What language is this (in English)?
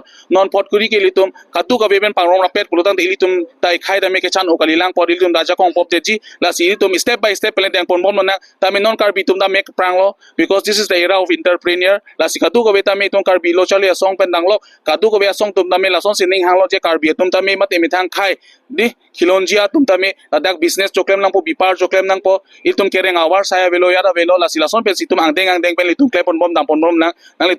Karbi